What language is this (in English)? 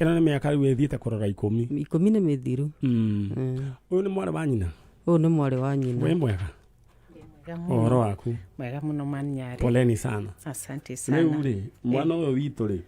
Kikuyu